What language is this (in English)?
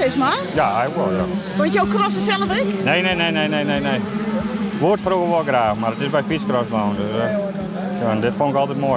Western Frisian